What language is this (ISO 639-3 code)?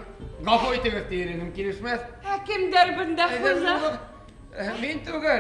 bak